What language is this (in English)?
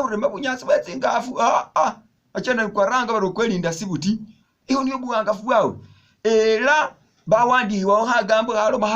Masaaba